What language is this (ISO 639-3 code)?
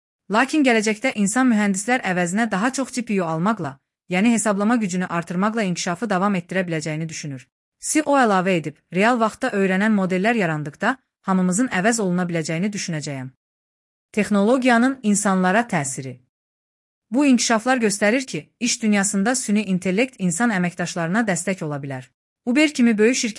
aze